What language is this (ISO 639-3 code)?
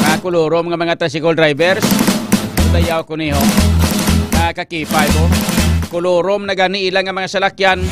hil